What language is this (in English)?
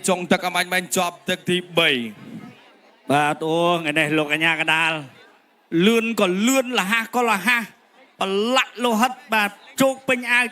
Khmer